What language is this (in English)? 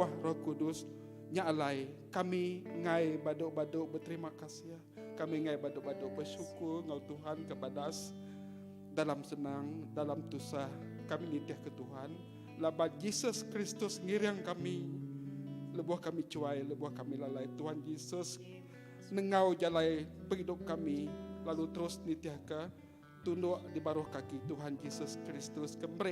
Iban